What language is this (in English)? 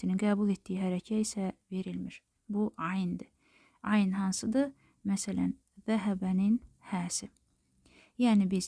Azerbaijani